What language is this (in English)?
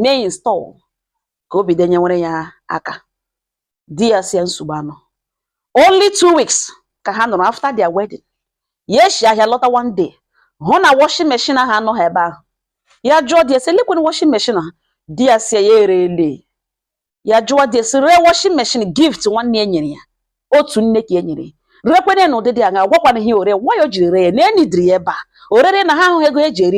Igbo